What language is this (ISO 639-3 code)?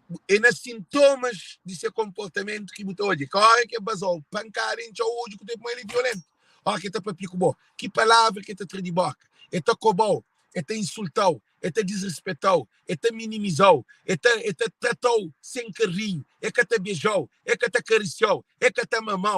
kea